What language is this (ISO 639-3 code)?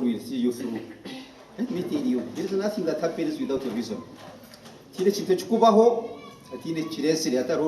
nyn